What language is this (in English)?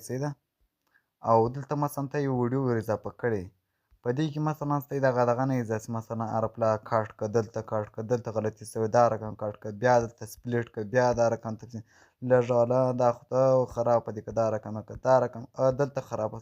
Pashto